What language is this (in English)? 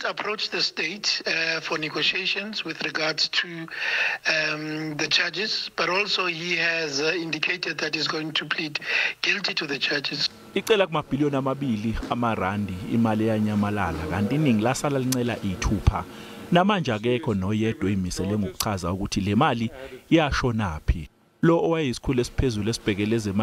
Zulu